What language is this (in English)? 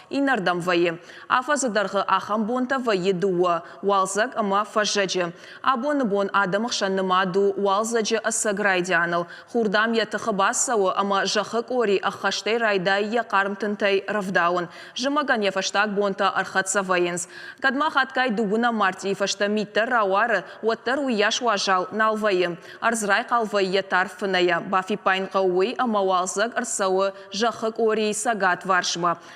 Ossetic